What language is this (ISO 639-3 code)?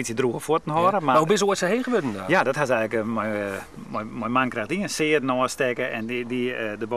fry